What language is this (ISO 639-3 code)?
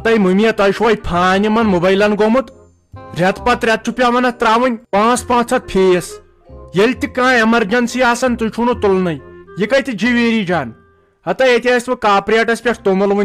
kas